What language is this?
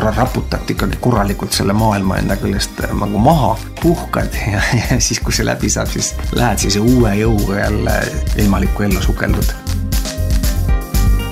Estonian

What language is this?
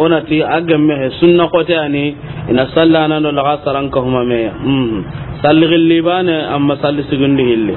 Soninke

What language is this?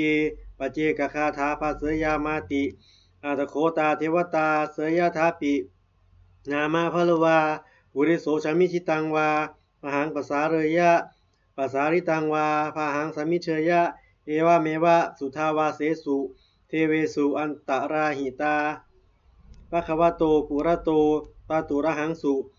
Pali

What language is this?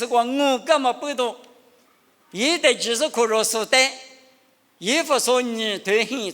Lisu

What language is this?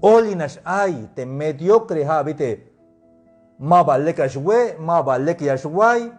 Tzeltal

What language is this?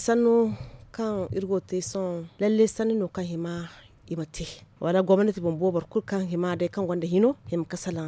Zarma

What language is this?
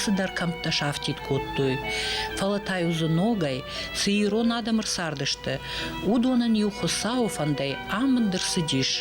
Ossetic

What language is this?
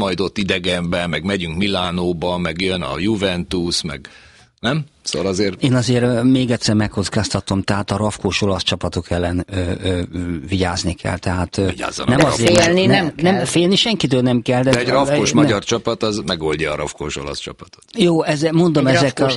Hungarian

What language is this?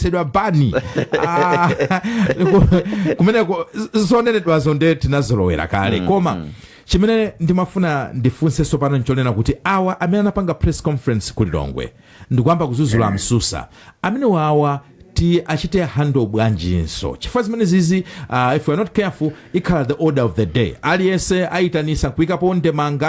Nyanja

